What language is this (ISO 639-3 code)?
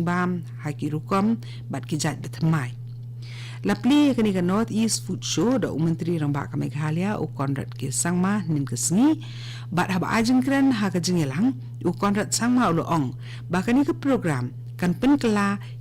kha